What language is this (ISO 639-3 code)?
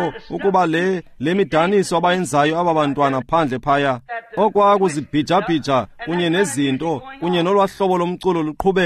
xho